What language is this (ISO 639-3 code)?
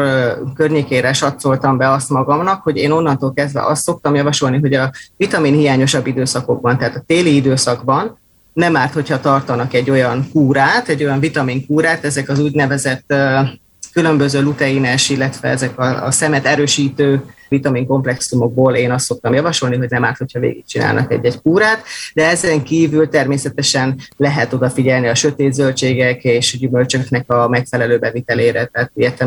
hun